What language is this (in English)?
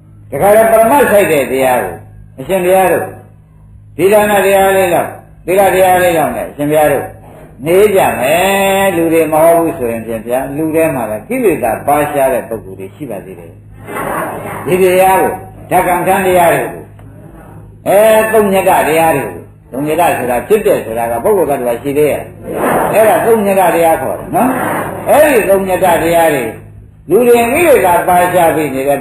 Burmese